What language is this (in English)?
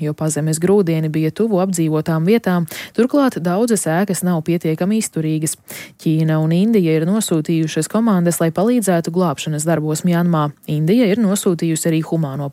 Latvian